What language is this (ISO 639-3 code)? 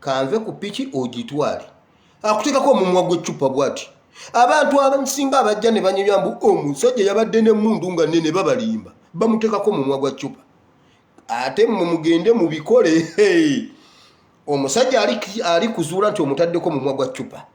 lug